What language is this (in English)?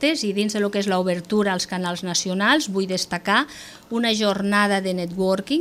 Catalan